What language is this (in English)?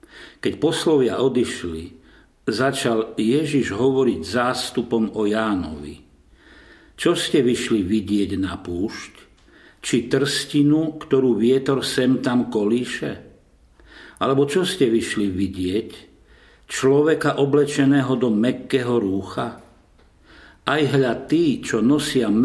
Slovak